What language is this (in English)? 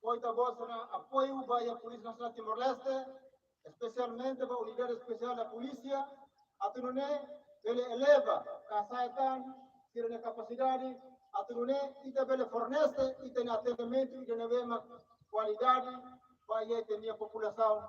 Tetum